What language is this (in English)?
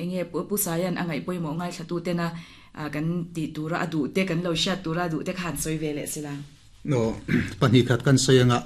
Mizo